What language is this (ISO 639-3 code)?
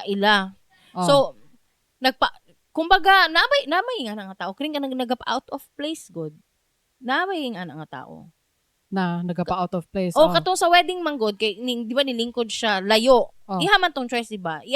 ceb